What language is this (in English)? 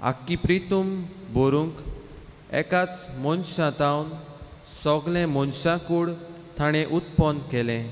Konkani